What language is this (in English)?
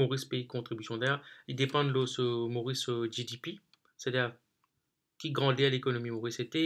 Morisyen